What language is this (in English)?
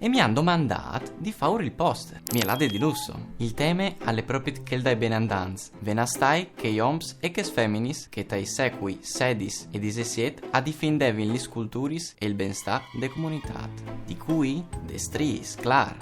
Friulian